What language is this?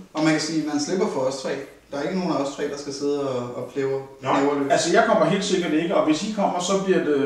Danish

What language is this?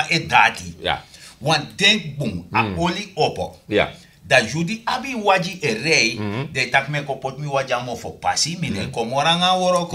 Sranan Tongo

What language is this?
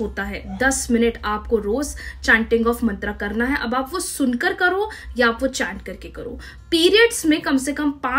Hindi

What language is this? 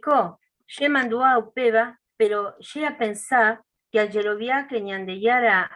Guarani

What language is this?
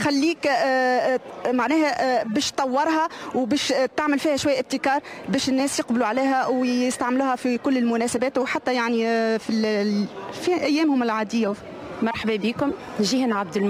Tunisian Arabic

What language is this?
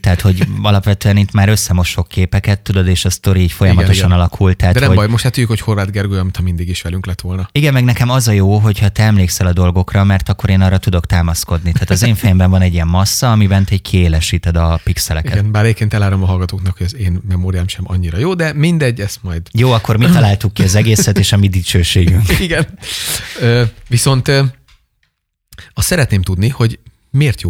Hungarian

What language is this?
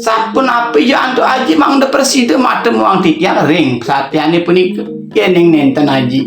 Balinese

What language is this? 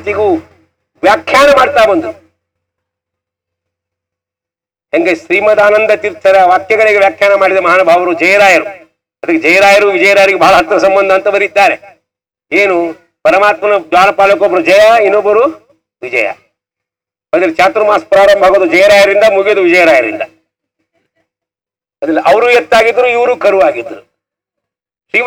Kannada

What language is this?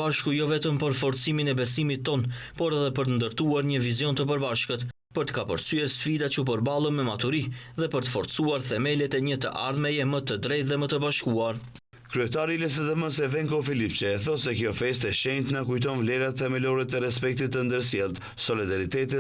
Albanian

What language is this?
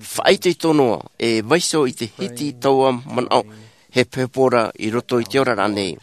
Tahitian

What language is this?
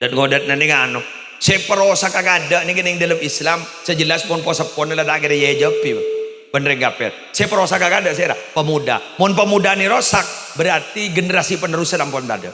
Madurese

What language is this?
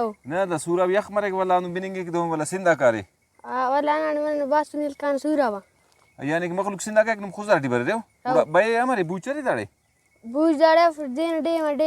Brahui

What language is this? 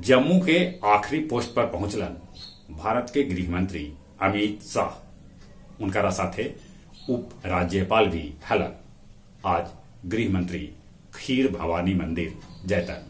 Magahi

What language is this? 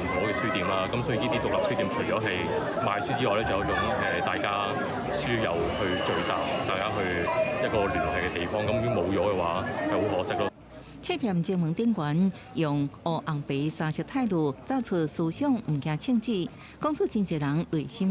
Min Nan Chinese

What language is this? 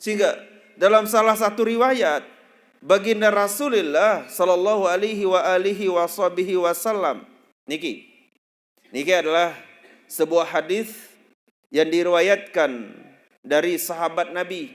Sasak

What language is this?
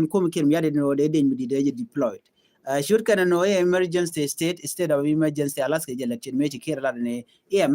Nuer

